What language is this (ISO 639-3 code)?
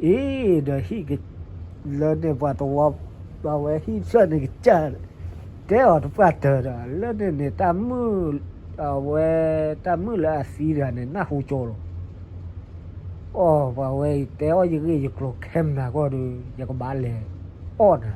ksw